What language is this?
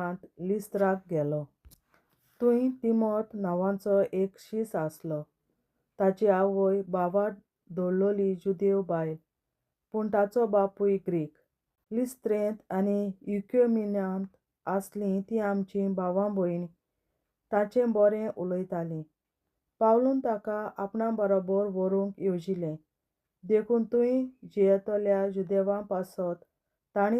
Konkani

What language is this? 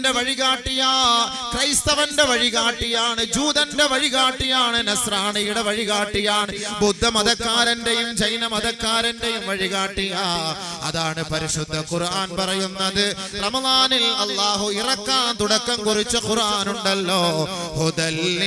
Malayalam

